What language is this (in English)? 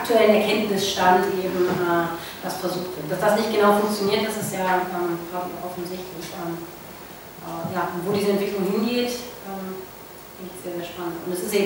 German